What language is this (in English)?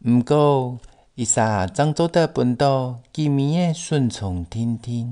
Hakka Chinese